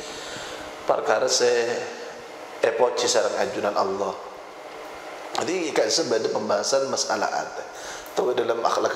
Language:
Madurese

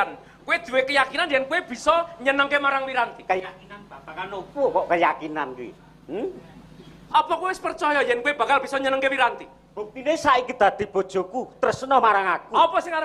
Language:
Javanese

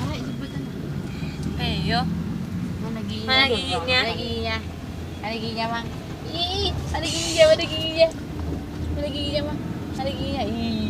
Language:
Betawi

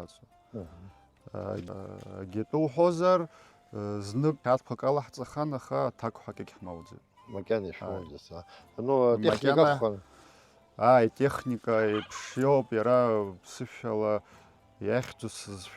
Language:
Abkhazian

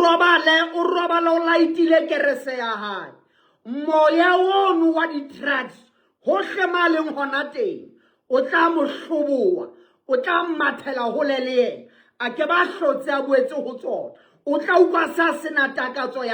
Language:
Southern Sotho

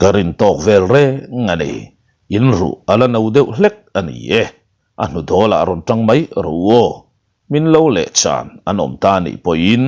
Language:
Mizo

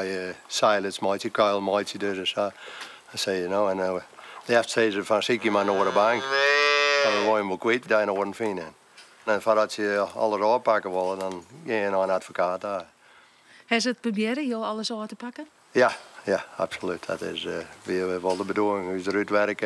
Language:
Western Frisian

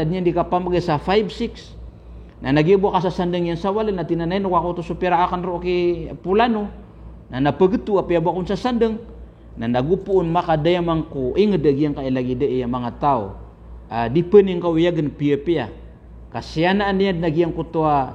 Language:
Maranao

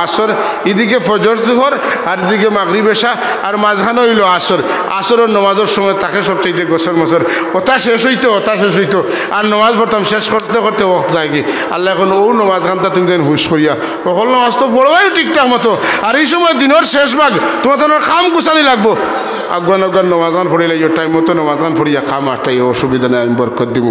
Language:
Sylheti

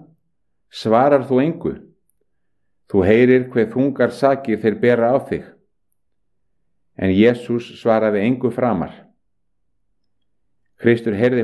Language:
Icelandic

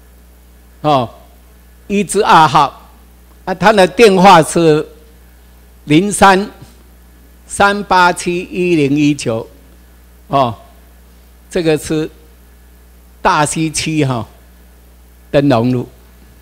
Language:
Chinese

